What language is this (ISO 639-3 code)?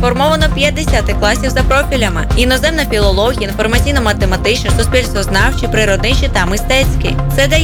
ukr